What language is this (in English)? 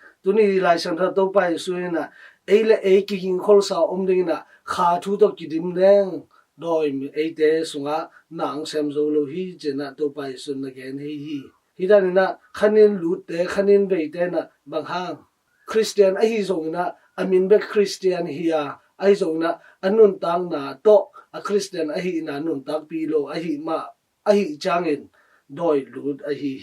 Tedim Chin